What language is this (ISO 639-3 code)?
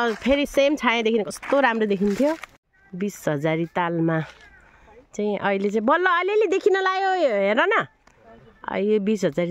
nep